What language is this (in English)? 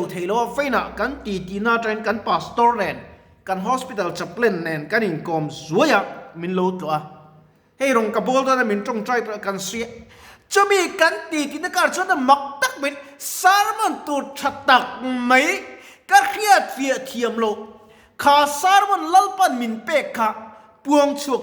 Mizo